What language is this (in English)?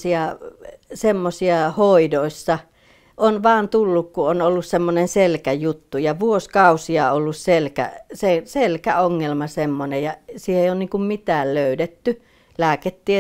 Finnish